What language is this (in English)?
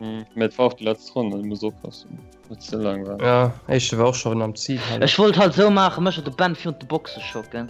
Luxembourgish